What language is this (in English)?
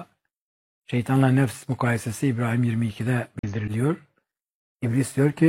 Turkish